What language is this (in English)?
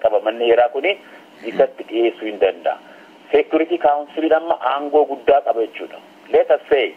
Oromo